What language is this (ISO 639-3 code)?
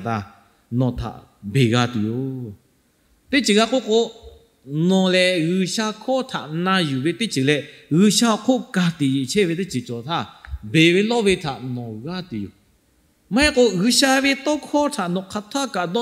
lhu